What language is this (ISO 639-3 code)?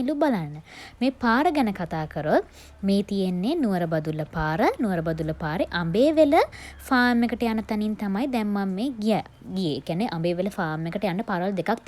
sin